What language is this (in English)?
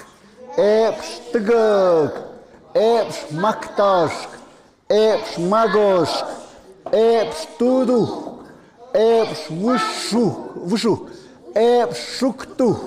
Tlahuitoltepec Mixe